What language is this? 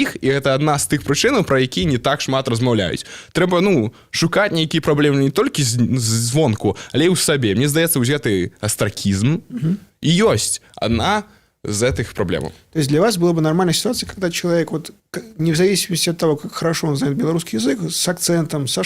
Belarusian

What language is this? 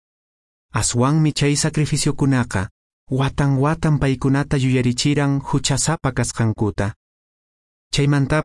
Quechua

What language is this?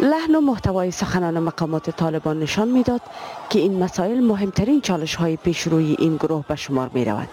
Persian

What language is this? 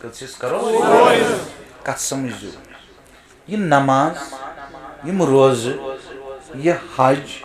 Kashmiri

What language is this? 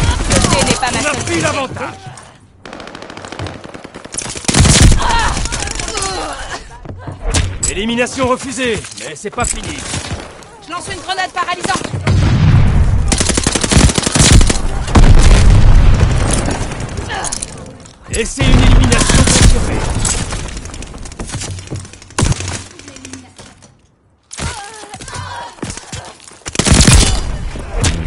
French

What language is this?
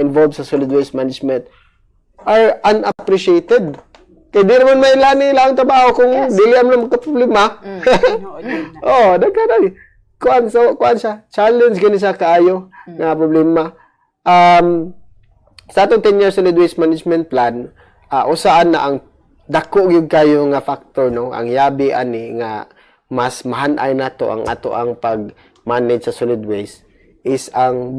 Cebuano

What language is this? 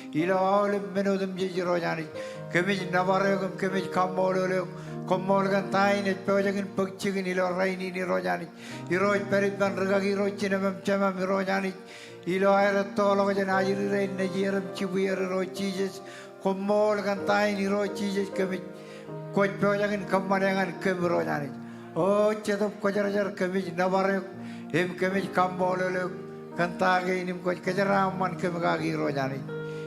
Marshallese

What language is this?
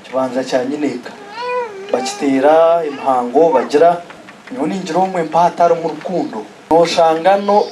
Nyankole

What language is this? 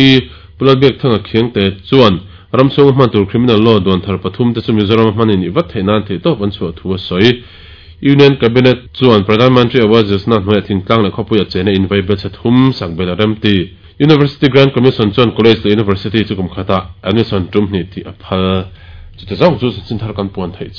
Mizo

